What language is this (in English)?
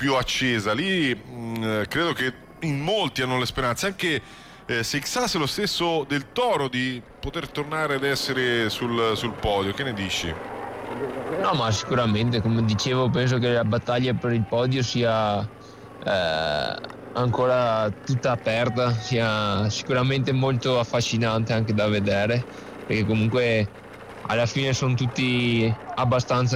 Italian